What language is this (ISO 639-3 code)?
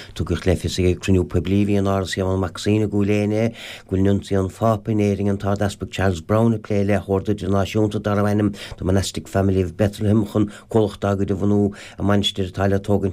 gle